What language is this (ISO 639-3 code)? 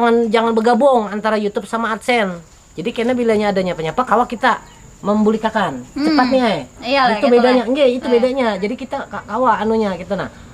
bjn